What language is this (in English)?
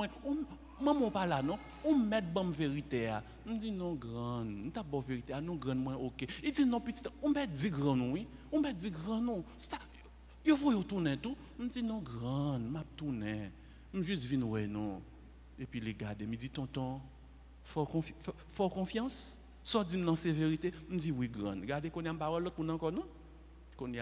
French